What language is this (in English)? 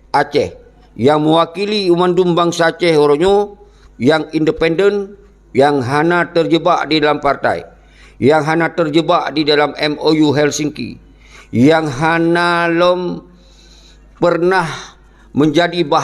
Achinese